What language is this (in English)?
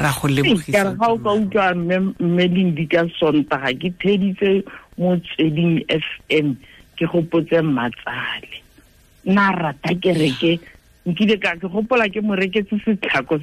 Tswana